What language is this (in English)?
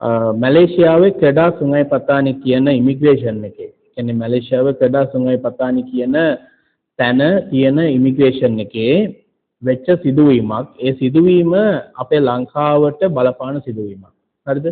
Sinhala